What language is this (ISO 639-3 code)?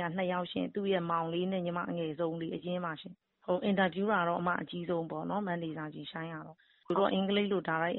mya